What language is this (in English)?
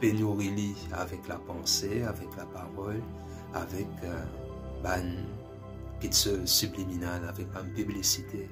Morisyen